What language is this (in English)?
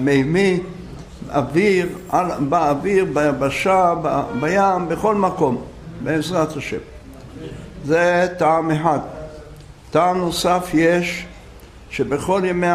Hebrew